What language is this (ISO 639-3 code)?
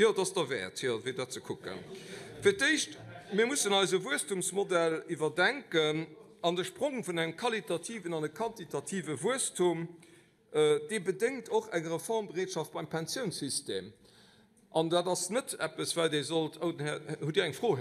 ltz